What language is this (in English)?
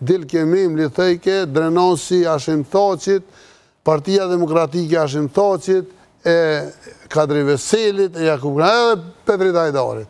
Albanian